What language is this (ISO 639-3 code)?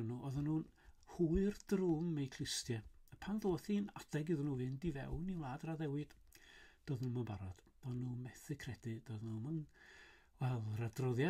cym